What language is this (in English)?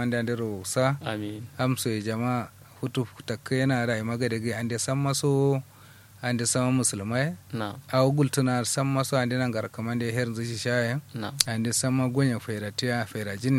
Kanuri